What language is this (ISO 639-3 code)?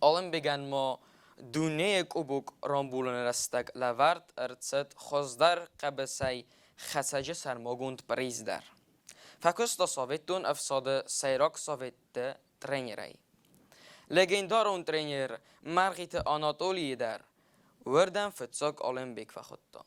oss